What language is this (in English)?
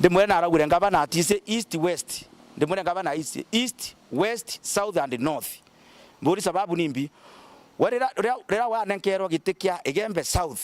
Meru